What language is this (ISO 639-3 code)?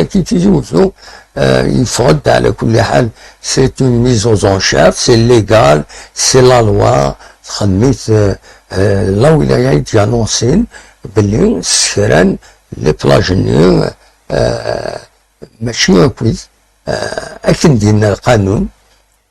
kab